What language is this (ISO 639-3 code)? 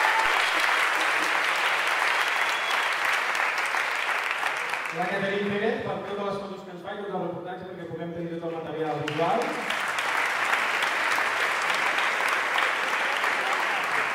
cat